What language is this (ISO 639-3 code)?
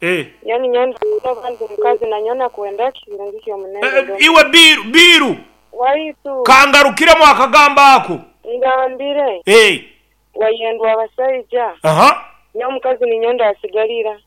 nyn